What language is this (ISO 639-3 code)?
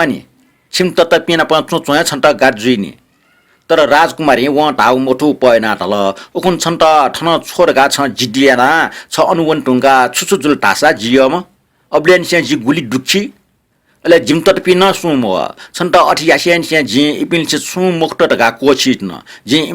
new